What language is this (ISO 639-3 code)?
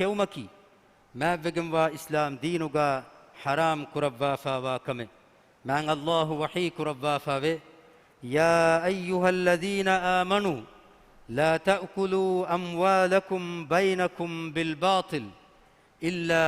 div